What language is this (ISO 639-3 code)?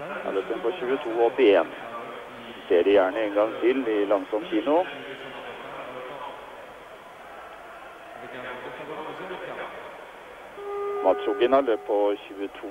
nor